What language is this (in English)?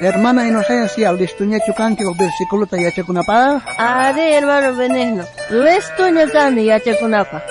South Bolivian Quechua